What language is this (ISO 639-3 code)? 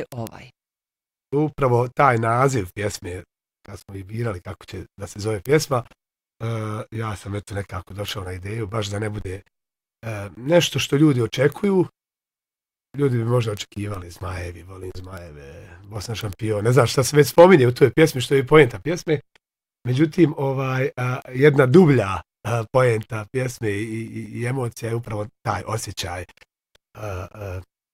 bos